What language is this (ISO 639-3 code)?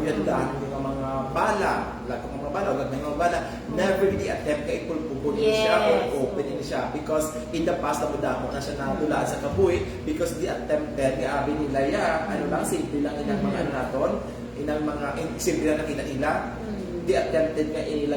hil